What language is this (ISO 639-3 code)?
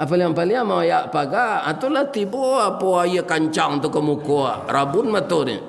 min